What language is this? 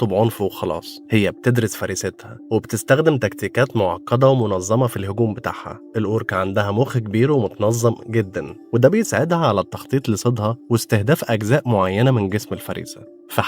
Egyptian Arabic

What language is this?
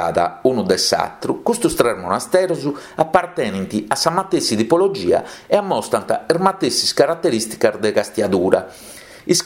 Sardinian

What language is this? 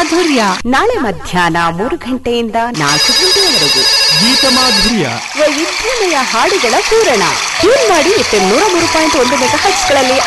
Kannada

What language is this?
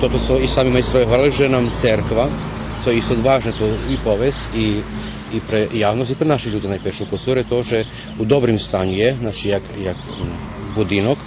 Rusyn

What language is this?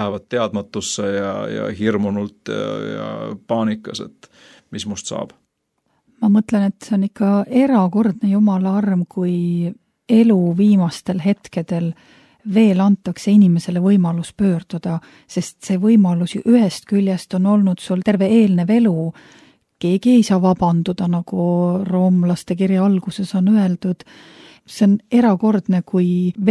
Estonian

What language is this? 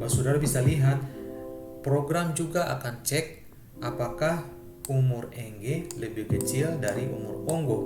Ambonese Malay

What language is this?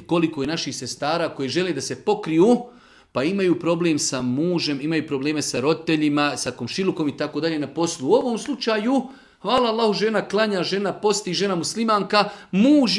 Serbian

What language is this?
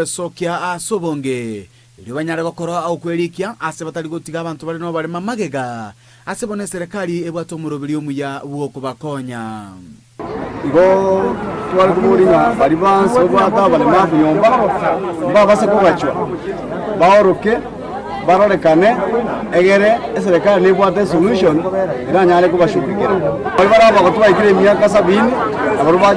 Gusii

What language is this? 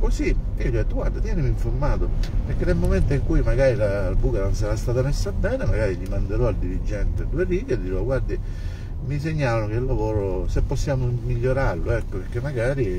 Italian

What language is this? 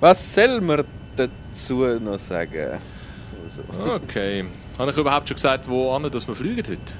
Swiss German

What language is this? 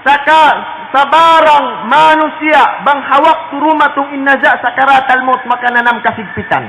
Tausug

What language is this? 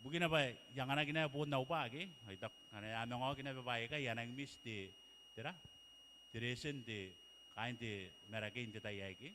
Gilbertese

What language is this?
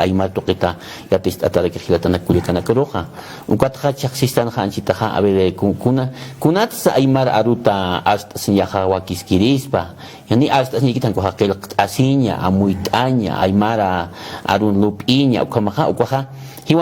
Aymara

